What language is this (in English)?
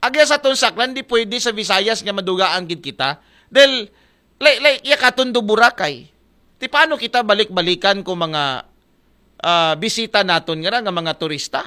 Aklanon